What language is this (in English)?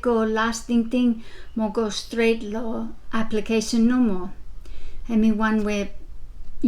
Bislama